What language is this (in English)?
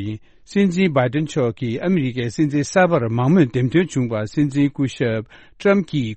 Tibetan